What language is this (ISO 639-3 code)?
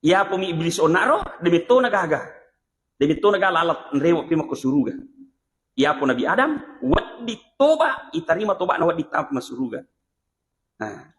bug